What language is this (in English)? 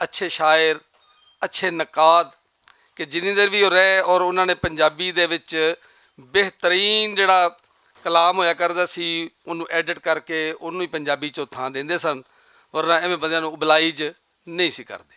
Western Panjabi